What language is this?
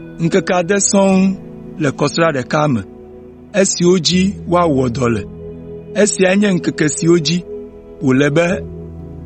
Ewe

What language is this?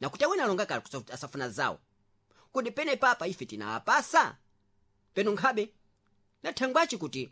Sena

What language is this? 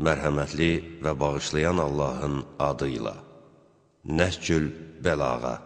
Azerbaijani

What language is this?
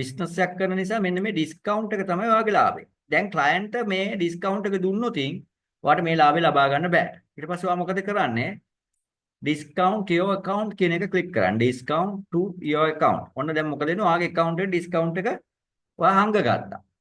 Sinhala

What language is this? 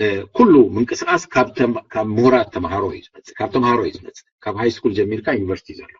Tigrinya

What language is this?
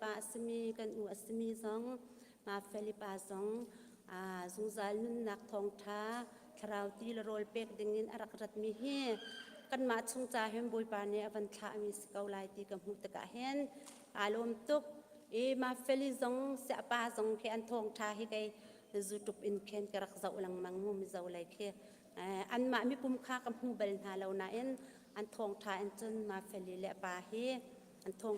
Hakha Chin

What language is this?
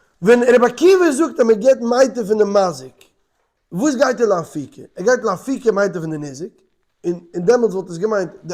Yiddish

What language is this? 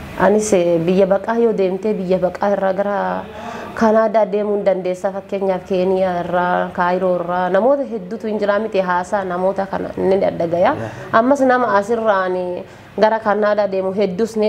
Oromo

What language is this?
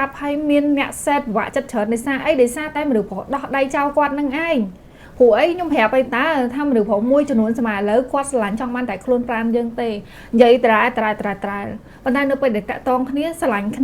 Khmer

